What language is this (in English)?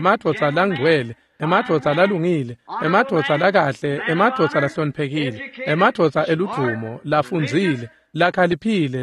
Swati